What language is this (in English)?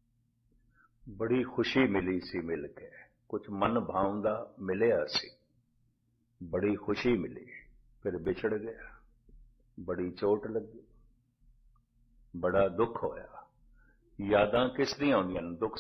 Punjabi